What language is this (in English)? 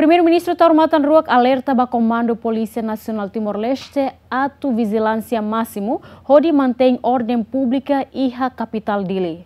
Tetum